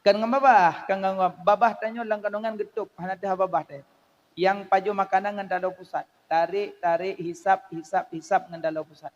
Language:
Achinese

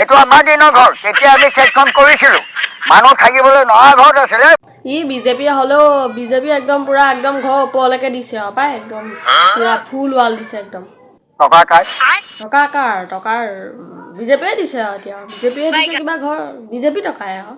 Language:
Assamese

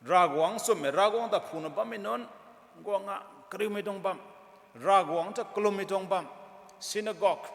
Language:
Rongmei Naga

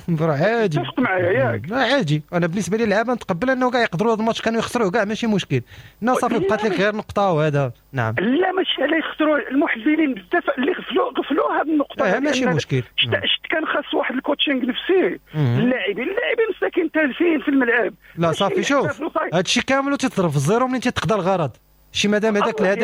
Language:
Moroccan Arabic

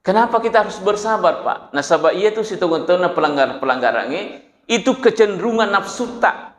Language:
Buginese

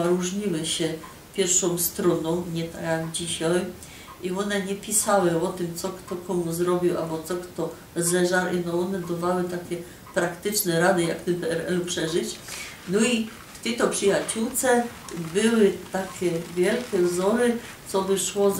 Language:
Silesian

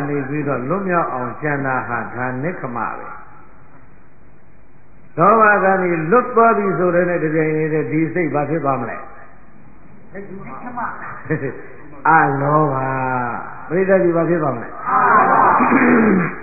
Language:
Burmese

